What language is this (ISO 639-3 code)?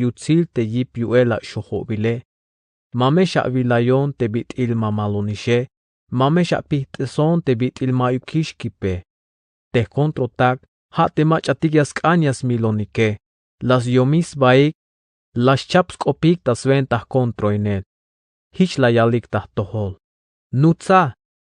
tzh